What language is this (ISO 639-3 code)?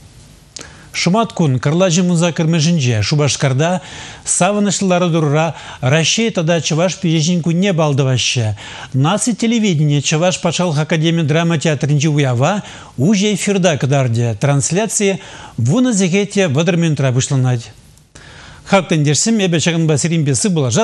chv